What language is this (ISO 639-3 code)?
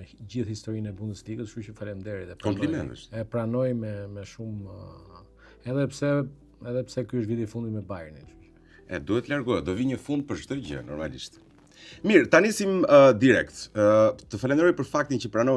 sqi